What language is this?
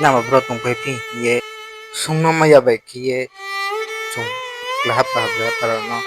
Riang (India)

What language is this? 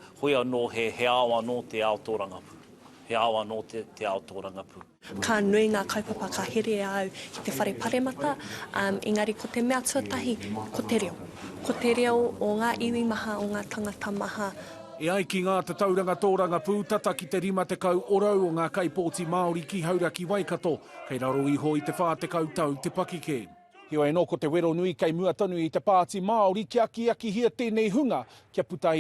Māori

